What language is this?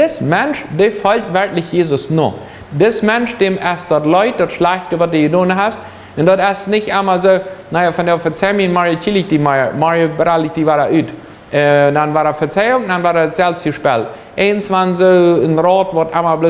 Plautdietsch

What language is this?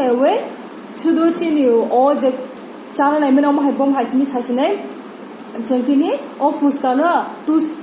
Kok Borok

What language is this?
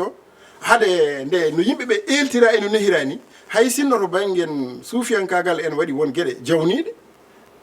Fula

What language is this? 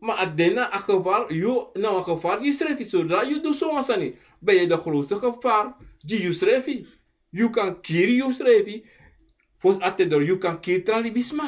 Sranan Tongo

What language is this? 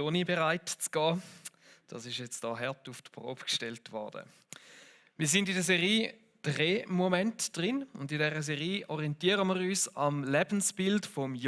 Swiss German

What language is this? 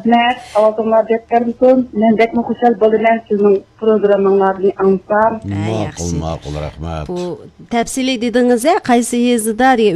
Uyghur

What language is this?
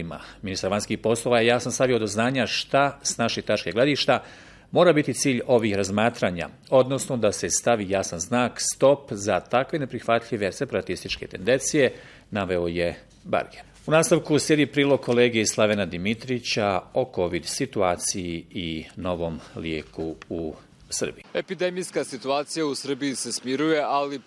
Bosnian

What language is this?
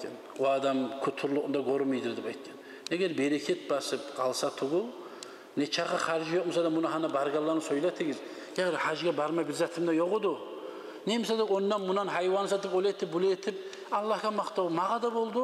Kumyk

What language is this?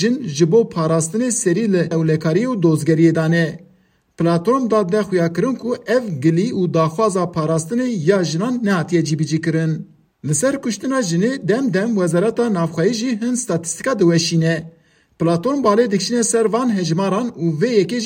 Kurdish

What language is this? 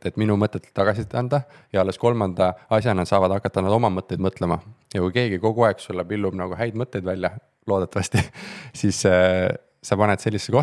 Estonian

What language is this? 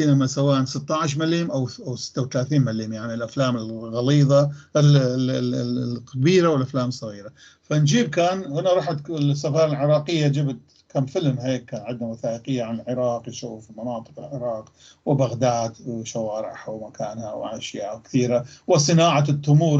North Levantine Arabic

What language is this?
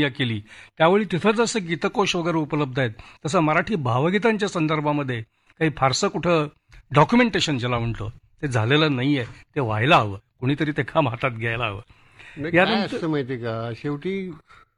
Marathi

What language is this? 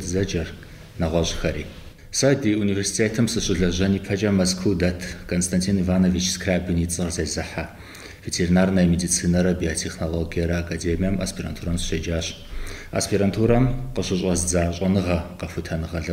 Kabardian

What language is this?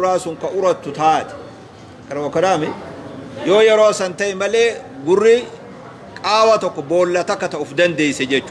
Oromo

